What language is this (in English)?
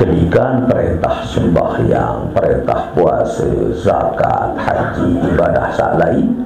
Sasak